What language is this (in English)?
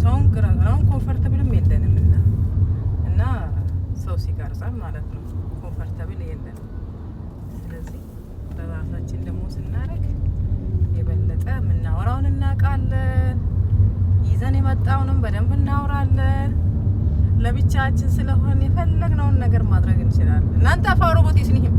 Amharic